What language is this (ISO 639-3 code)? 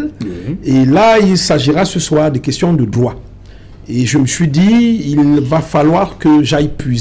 fra